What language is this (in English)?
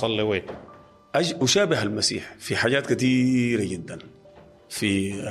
Sudanese Arabic